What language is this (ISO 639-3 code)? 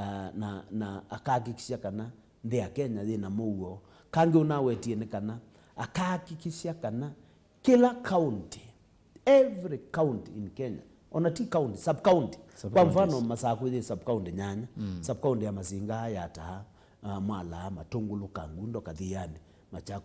kam